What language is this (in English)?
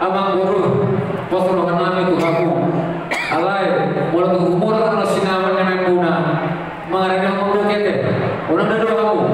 Batak Toba